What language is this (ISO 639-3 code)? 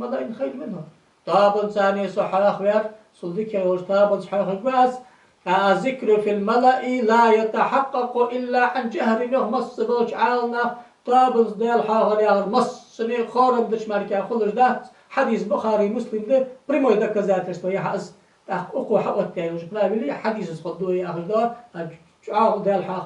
inh